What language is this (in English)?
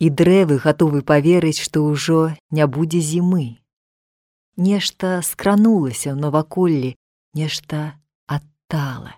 Belarusian